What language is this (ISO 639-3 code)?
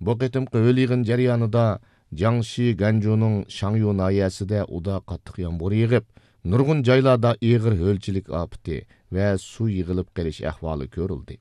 uig